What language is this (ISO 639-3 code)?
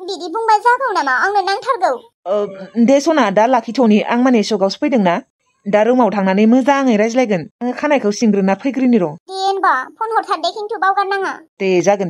brx